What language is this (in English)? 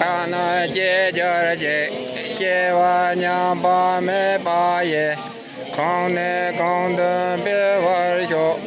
Tibetan